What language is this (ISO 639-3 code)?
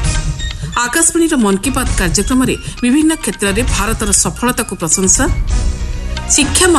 ori